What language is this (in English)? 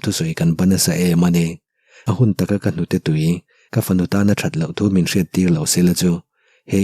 Mizo